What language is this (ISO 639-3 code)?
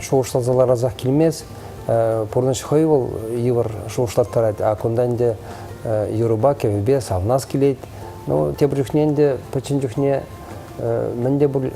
chv